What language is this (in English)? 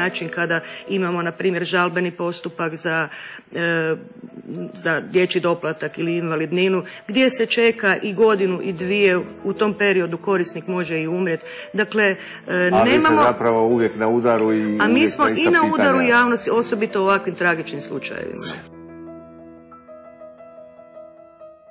Croatian